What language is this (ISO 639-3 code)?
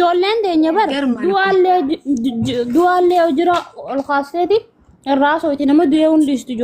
orm